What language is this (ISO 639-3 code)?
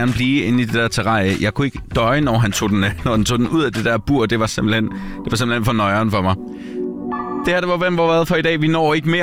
dan